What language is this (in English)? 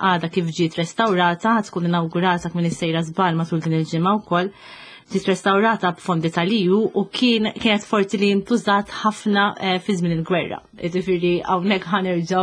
Maltese